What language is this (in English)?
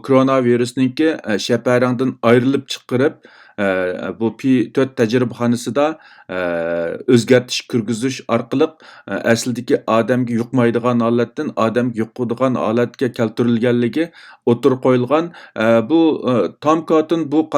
Uyghur